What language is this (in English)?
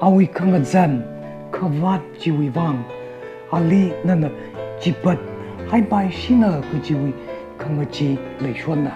Tangkhul Naga (India)